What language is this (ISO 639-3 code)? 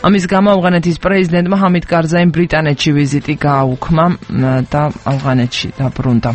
kat